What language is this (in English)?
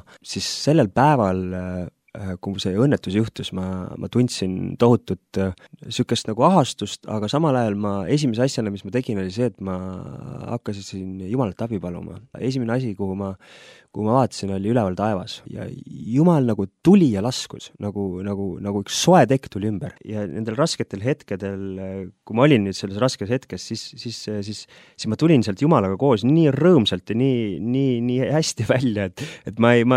Estonian